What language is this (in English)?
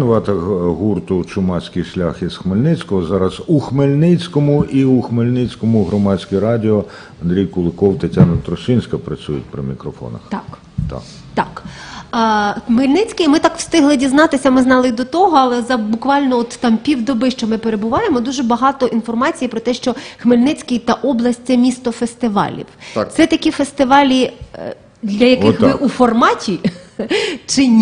Ukrainian